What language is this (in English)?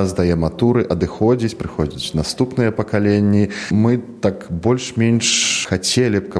Belarusian